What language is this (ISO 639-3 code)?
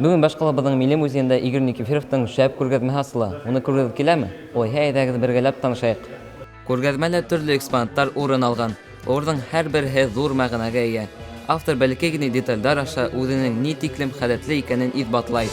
bak